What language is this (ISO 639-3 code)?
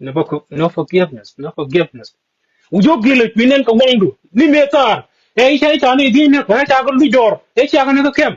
nus